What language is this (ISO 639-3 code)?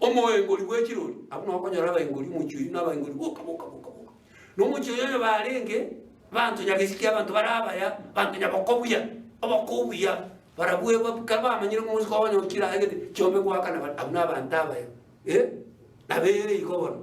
guz